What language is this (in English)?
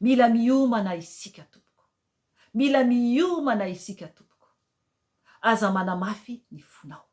Malagasy